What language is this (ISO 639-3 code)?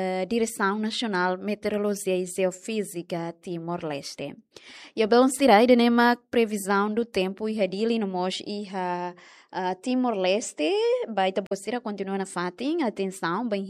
tet